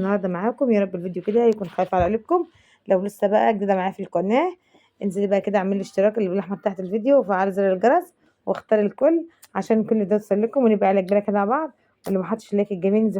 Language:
Egyptian Arabic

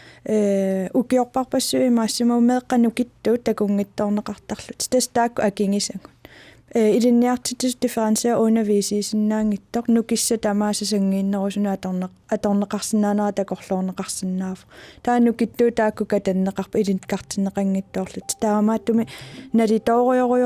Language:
Kalaallisut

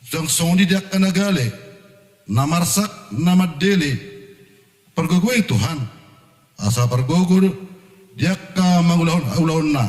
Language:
Batak Toba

